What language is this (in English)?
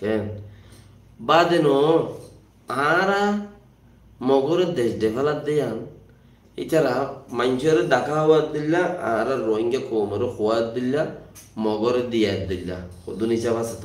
Rohingya